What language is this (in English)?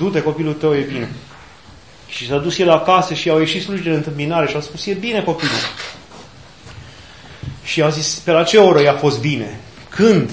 Romanian